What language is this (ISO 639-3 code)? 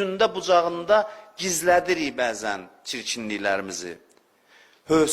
aze